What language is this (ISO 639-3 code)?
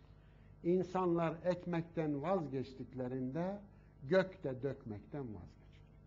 tur